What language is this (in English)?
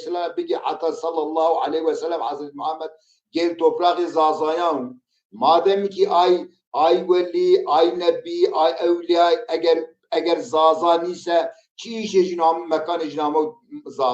Zaza